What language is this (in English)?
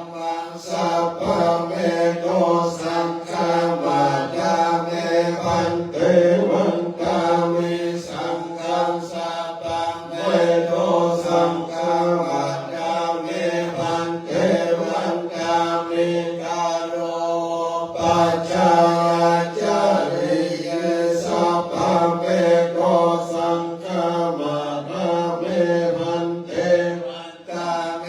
Pali